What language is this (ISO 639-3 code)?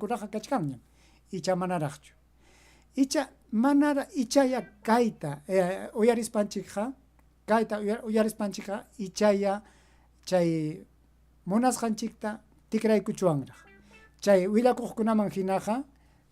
quy